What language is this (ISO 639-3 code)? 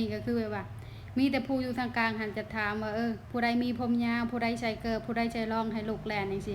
lao